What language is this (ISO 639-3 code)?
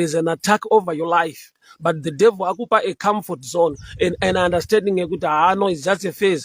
sna